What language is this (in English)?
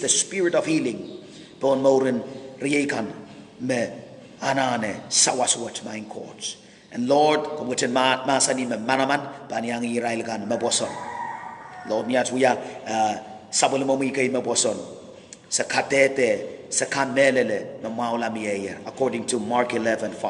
Pohnpeian